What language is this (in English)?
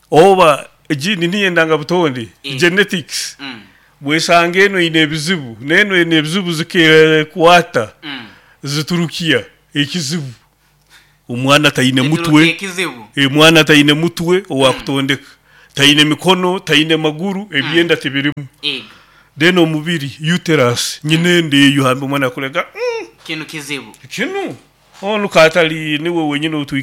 Nyoro